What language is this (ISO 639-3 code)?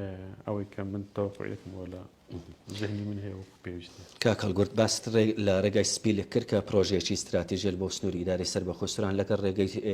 ckb